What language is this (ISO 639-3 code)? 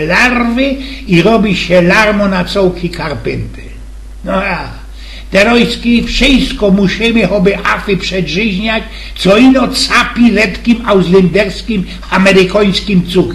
szl